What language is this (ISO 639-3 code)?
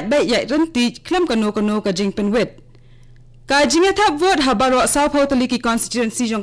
kha